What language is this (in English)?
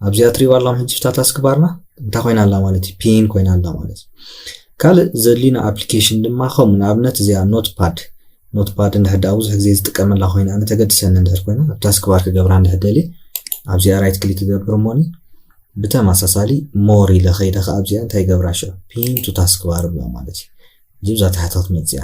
Tigrinya